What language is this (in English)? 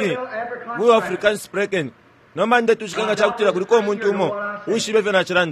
Bemba